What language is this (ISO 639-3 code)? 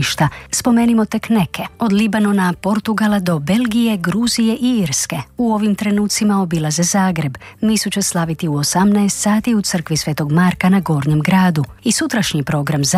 hrv